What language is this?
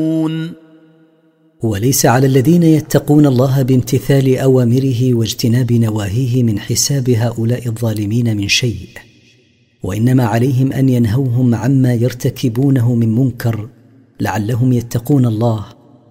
Arabic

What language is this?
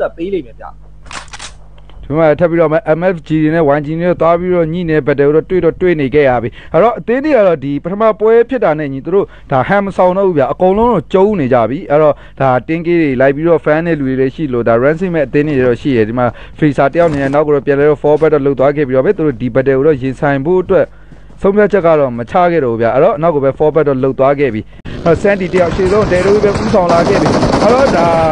Burmese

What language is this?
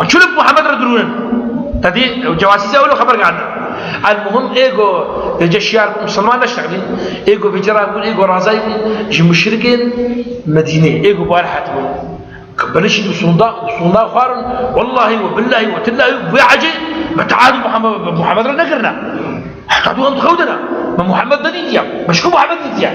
Kurdish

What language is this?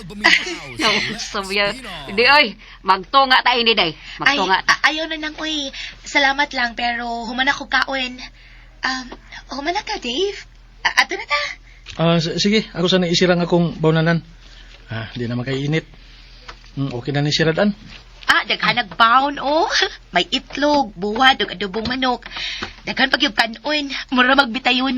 Cebuano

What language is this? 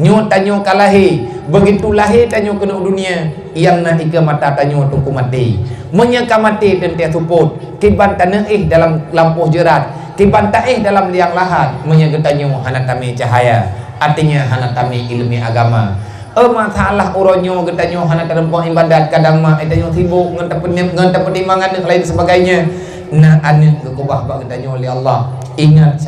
Achinese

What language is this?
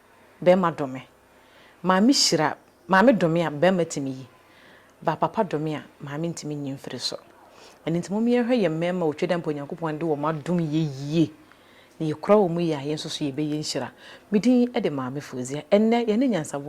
Akan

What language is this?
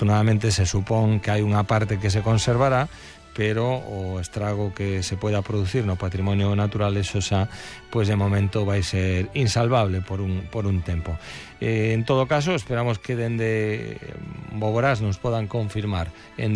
Galician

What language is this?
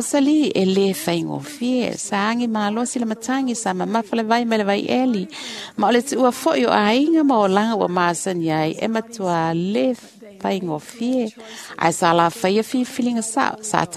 Samoan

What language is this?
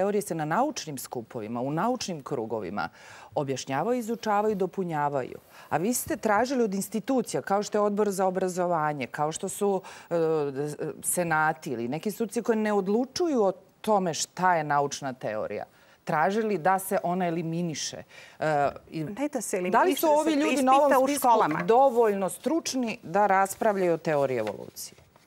Serbian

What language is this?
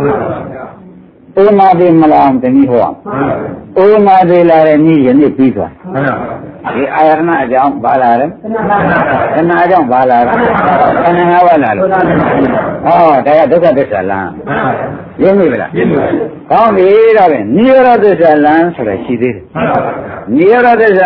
Burmese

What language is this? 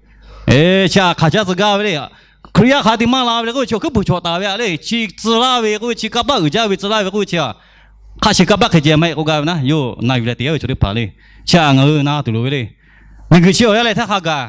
Lahu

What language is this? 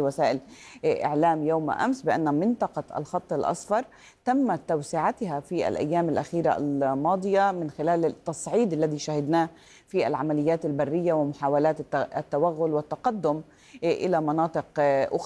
Arabic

